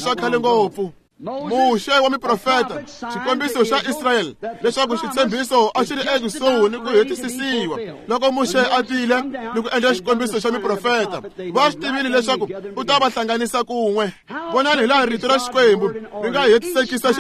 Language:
Tsonga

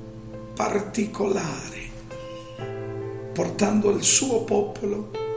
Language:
Italian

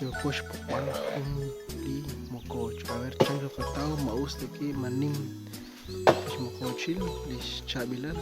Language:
Kekchí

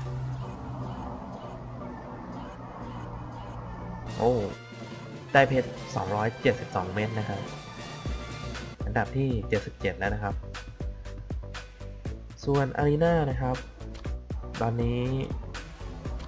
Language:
Thai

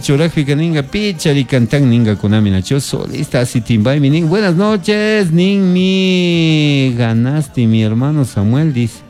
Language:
Chimborazo Highland Quichua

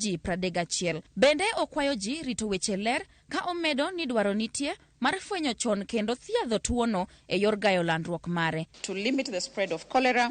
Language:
Luo (Kenya and Tanzania)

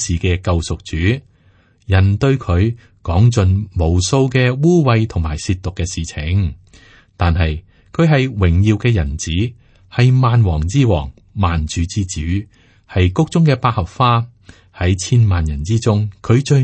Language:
Cantonese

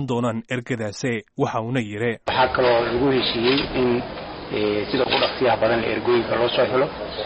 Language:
Somali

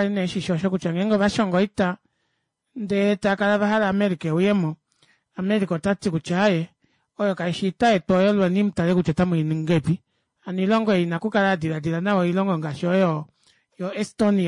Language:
Kuanyama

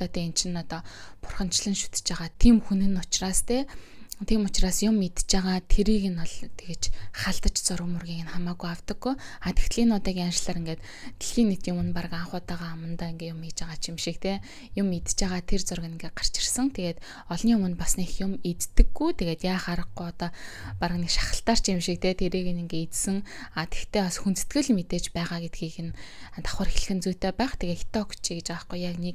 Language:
Mongolian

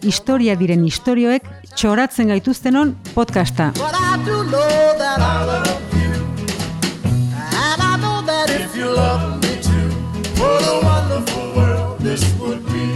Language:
Basque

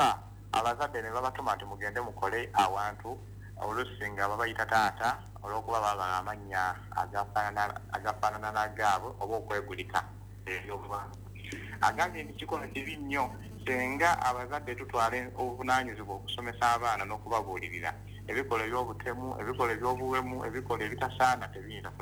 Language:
Ganda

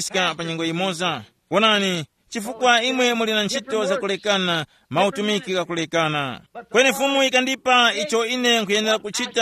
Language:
Tumbuka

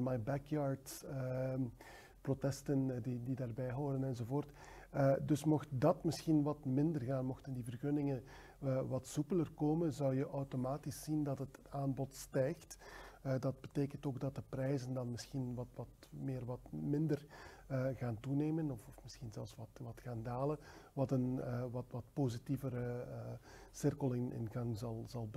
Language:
Dutch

